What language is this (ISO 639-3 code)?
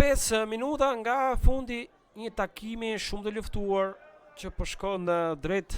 sqi